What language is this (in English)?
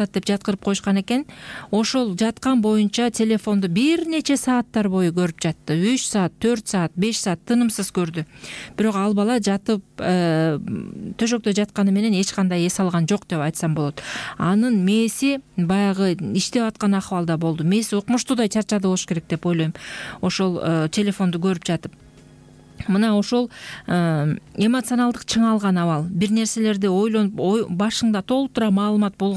Kyrgyz